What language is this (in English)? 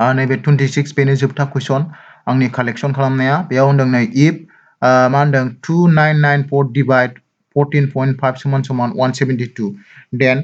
Bodo